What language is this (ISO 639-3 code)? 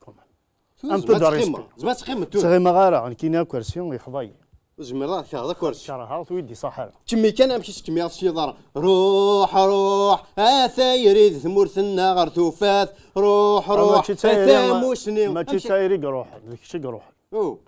kab